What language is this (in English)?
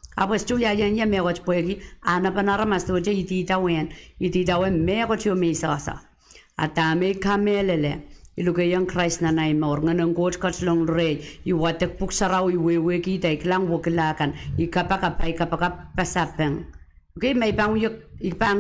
Pohnpeian